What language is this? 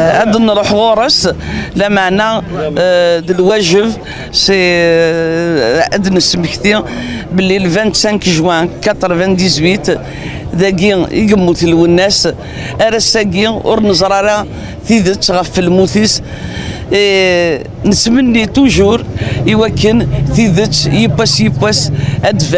Kabyle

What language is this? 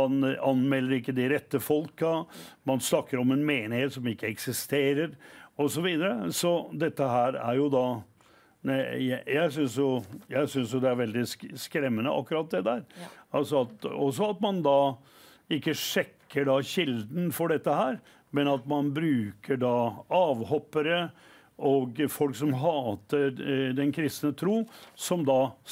Norwegian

